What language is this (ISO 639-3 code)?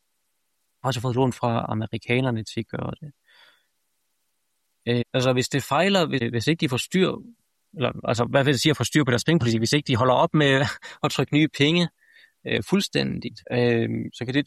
dan